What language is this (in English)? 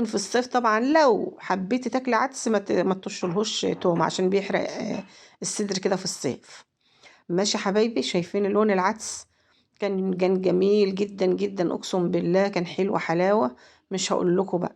Egyptian Arabic